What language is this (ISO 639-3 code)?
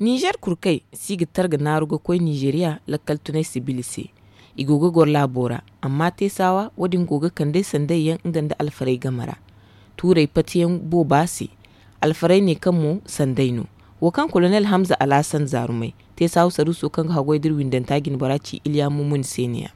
dje